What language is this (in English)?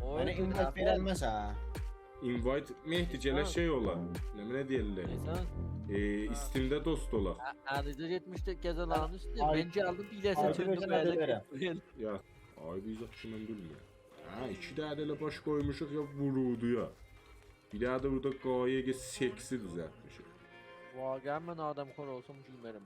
South Azerbaijani